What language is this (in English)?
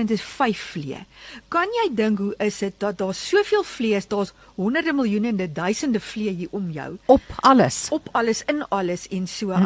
Afrikaans